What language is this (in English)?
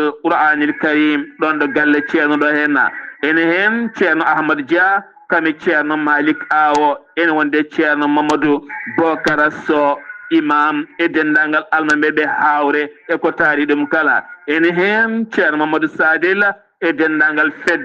Fula